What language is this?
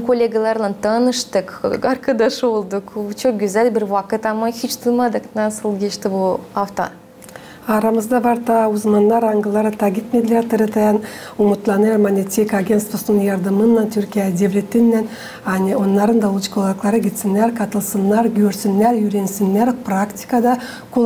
Gagauz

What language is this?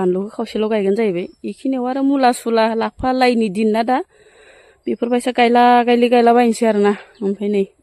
Bodo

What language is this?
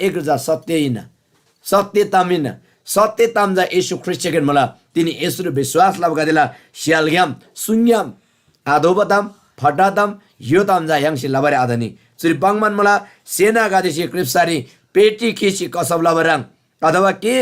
Eastern Tamang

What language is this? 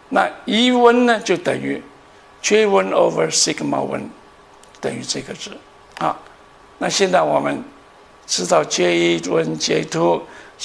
Chinese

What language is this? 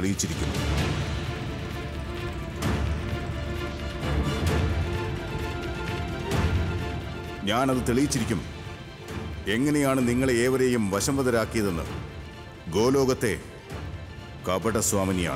Malayalam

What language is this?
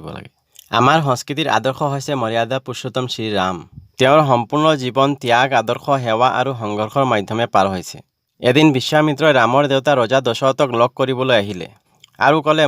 Assamese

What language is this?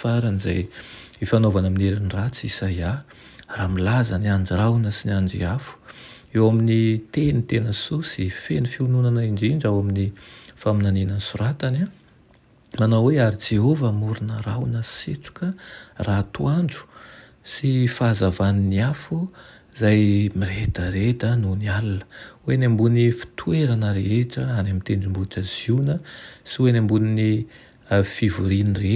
Malagasy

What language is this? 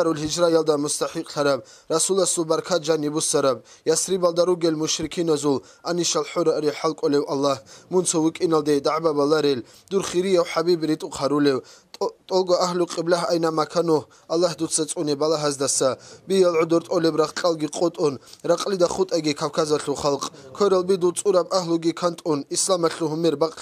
Avaric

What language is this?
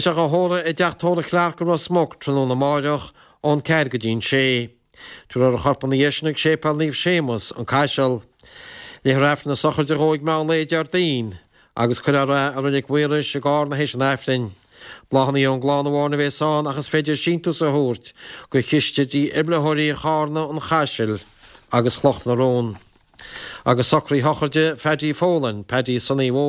Irish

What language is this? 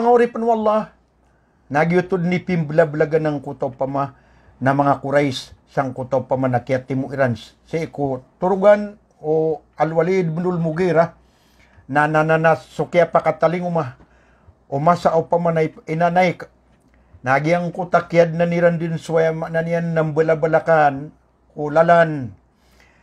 Maranao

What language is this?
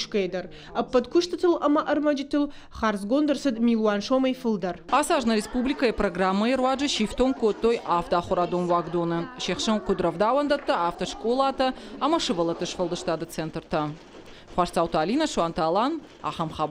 Ossetic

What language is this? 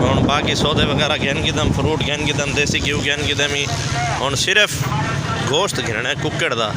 Saraiki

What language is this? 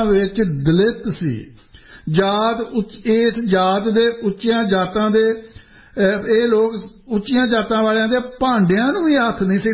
Punjabi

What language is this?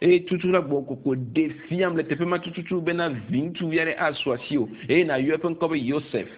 Ewe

